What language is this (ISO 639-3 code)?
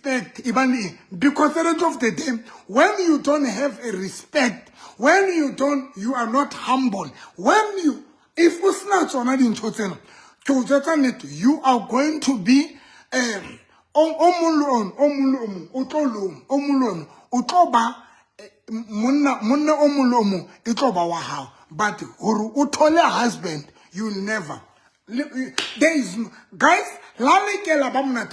sot